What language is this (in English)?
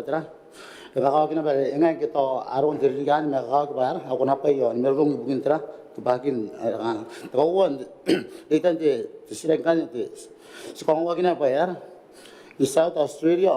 Gilbertese